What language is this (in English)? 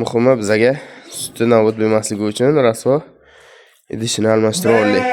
Uzbek